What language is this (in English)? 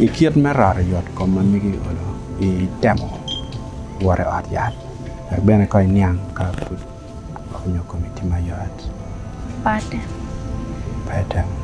Acoli